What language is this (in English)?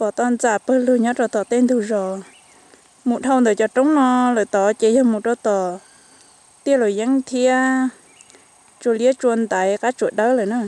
Hmong